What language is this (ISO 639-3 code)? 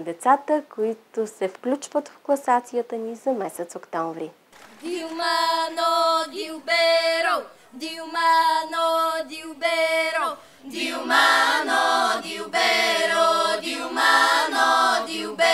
bul